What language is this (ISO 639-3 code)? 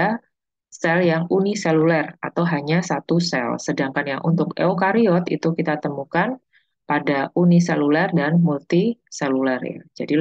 ind